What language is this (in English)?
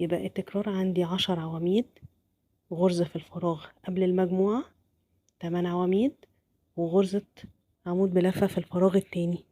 Egyptian Arabic